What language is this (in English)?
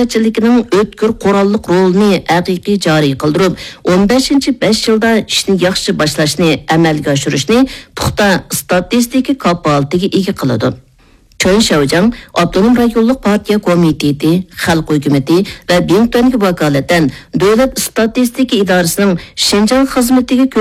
Uyghur